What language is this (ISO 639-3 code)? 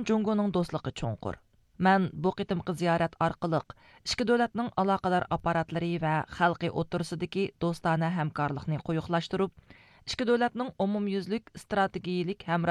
uig